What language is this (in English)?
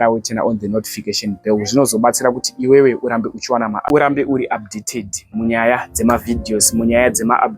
Shona